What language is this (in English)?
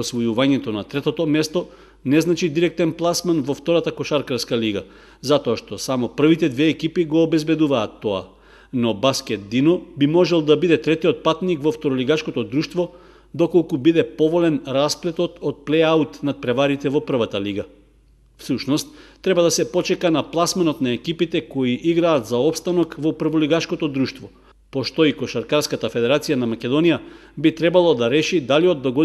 Macedonian